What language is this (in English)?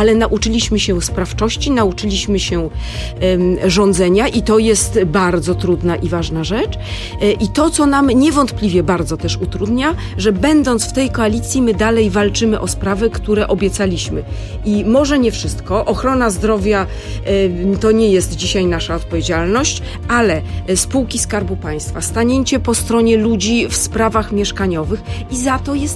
Polish